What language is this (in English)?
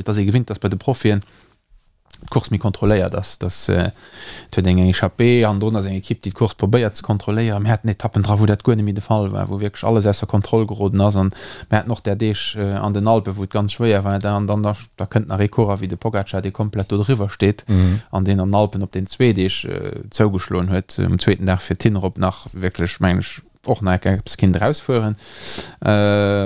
Luxembourgish